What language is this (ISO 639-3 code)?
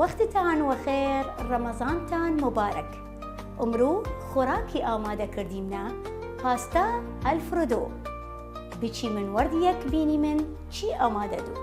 sdh